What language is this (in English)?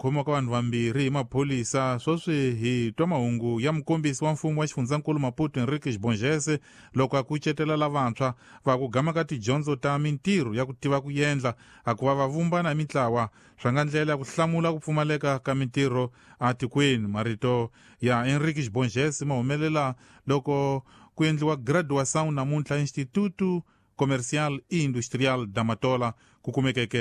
Tsonga